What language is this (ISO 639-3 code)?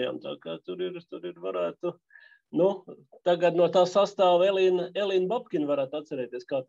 lav